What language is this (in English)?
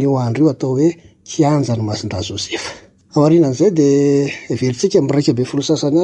Malagasy